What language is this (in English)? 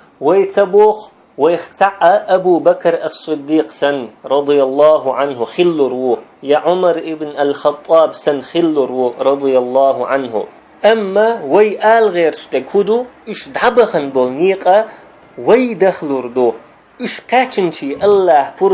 Chechen